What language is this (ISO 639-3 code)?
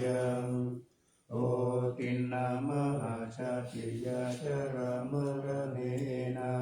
pli